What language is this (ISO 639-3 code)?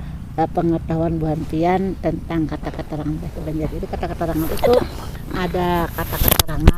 bjn